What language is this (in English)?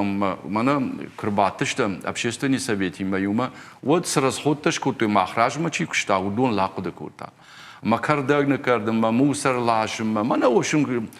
Ossetic